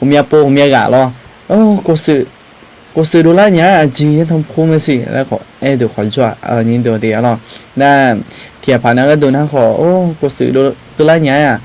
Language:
Akha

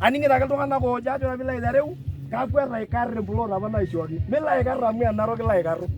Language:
Masai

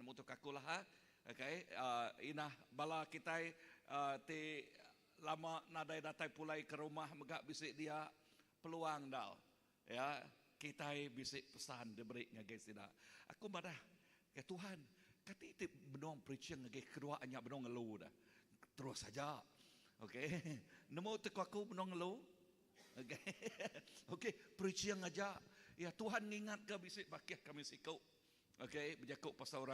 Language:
Iban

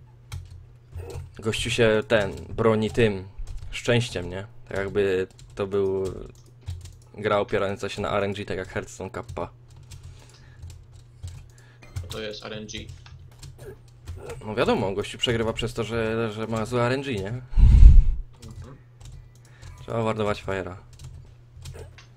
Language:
Polish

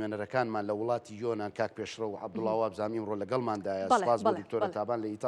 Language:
Central Kurdish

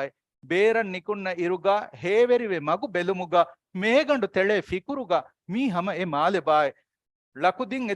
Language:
Divehi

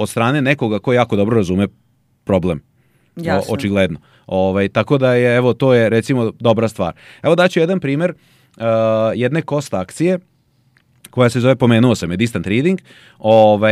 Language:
Serbian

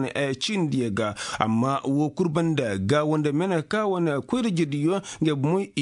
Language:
Koyraboro Senni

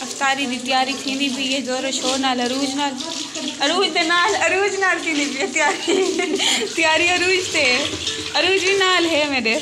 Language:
Saraiki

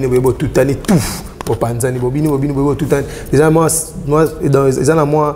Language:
Lingala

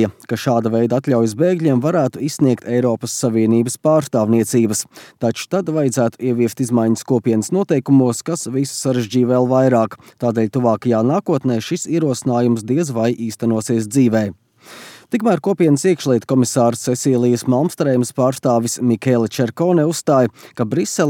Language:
Latvian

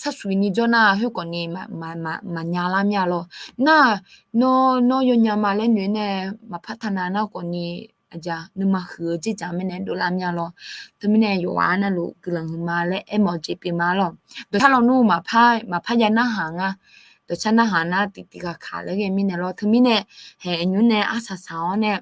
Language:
Akha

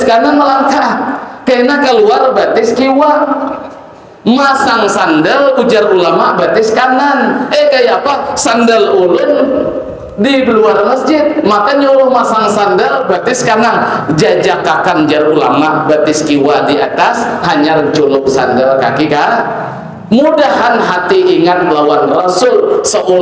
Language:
Banjar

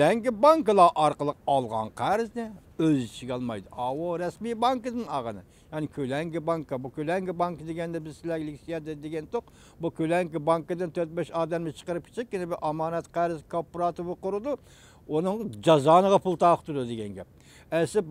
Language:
Uyghur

